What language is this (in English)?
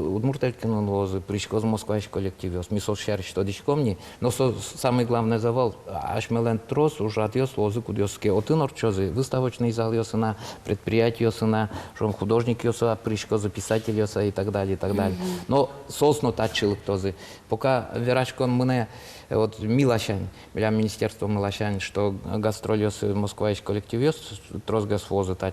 Udmurt